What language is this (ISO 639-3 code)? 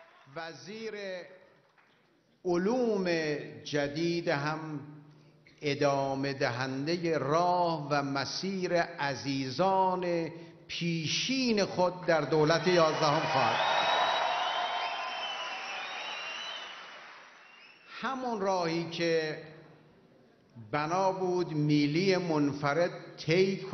fas